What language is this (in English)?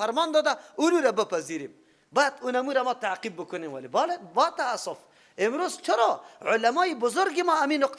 Persian